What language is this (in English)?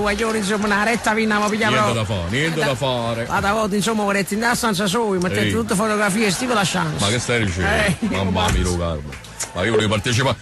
Neapolitan